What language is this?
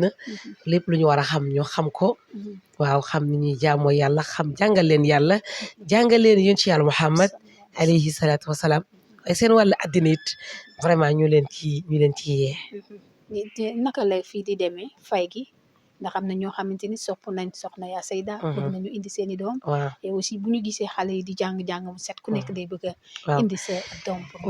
Wolof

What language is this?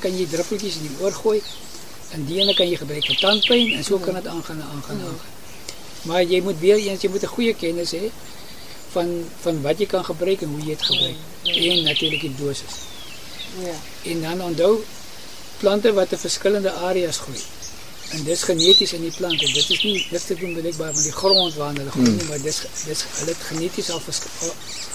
Afrikaans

